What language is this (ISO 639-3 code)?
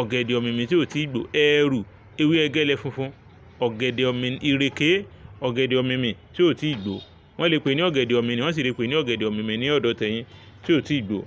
yor